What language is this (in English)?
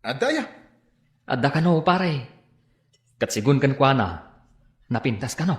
Iloko